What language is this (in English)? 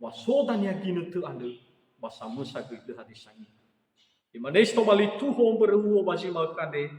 Nias